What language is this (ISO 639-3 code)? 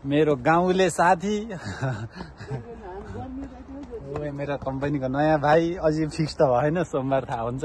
nep